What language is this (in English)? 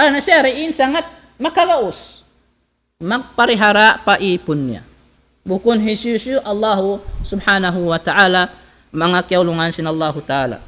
Tausug